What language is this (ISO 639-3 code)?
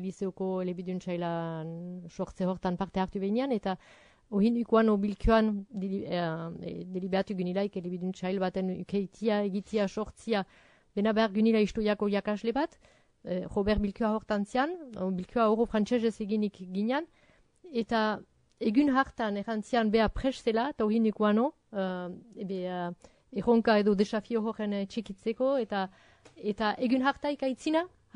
eus